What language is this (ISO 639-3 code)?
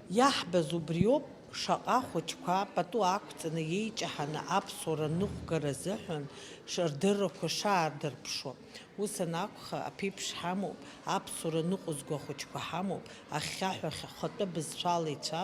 abk